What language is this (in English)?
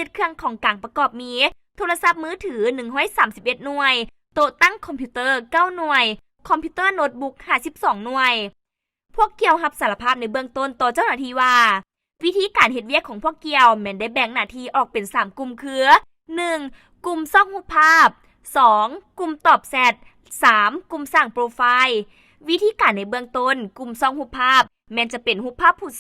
Lao